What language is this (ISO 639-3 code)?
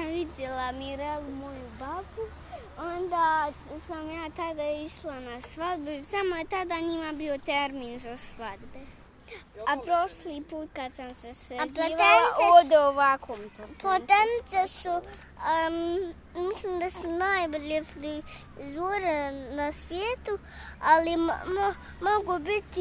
bos